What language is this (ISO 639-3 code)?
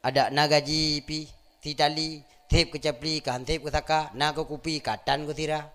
ace